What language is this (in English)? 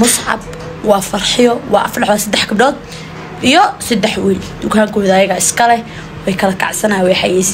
Somali